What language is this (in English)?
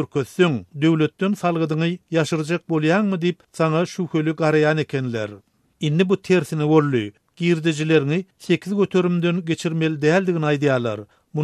Turkmen